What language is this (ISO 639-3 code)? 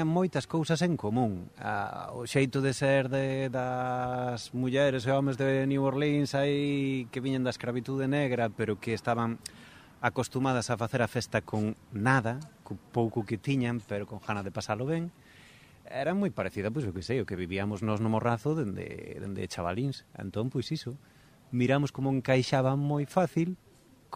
glg